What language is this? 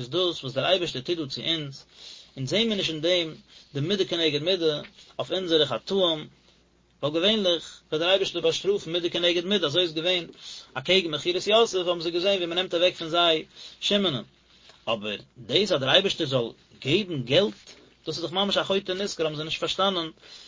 Yiddish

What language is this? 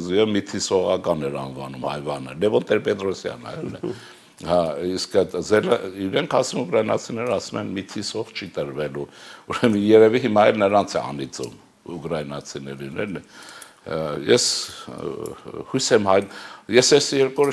Armenian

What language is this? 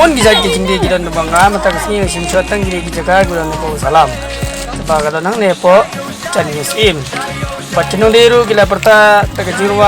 Khasi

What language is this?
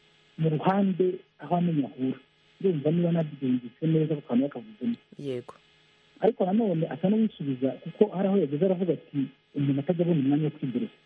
Kinyarwanda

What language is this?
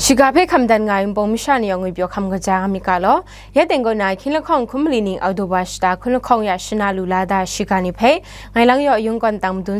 Kachin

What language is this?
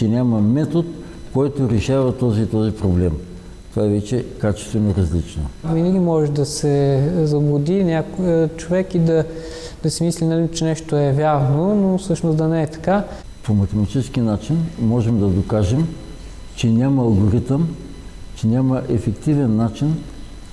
Bulgarian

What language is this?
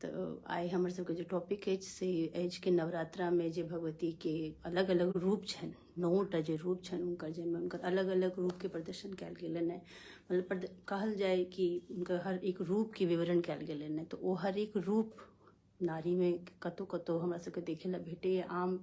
Maithili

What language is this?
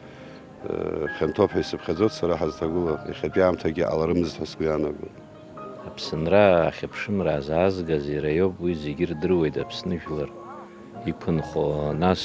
Abkhazian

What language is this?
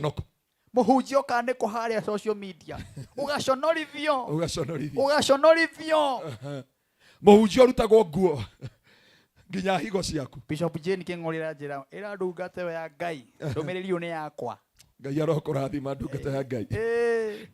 Kikuyu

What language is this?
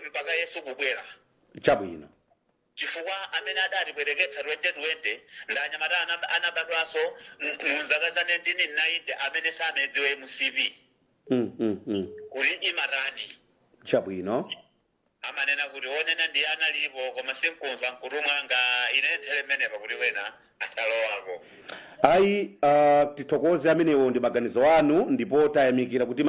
Nyanja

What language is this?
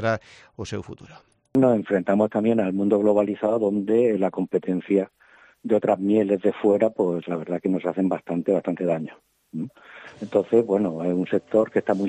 Galician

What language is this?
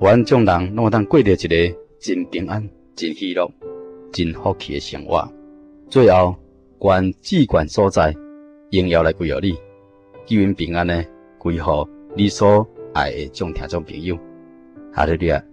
Min Nan Chinese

